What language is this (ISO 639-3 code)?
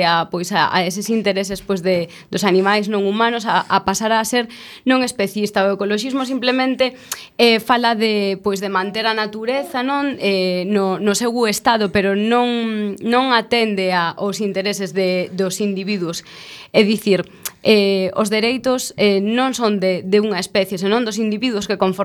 glg